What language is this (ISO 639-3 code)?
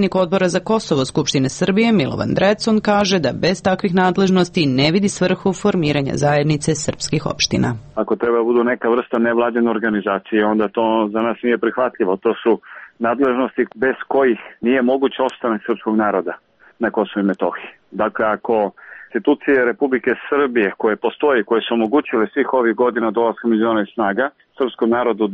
srp